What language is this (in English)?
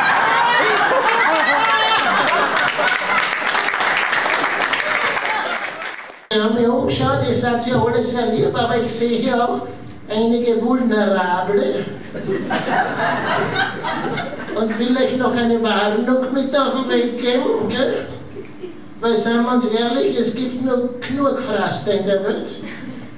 German